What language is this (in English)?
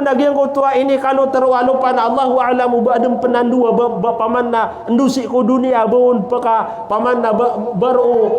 Maranao